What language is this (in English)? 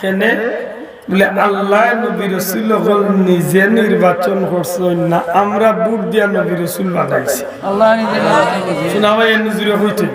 Sylheti